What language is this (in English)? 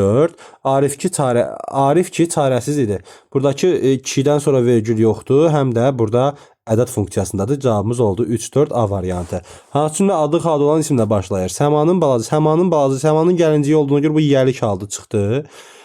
Azerbaijani